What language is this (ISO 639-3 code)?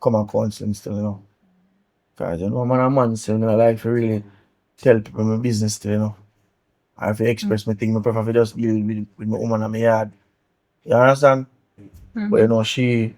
jam